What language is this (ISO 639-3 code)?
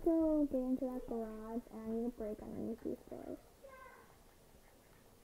eng